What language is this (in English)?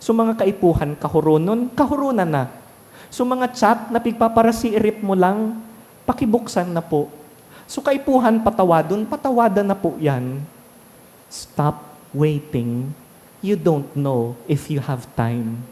Bikol